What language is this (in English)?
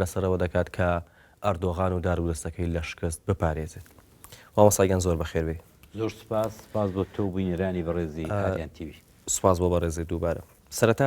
Central Kurdish